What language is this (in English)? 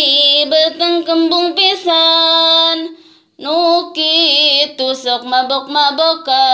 Sundanese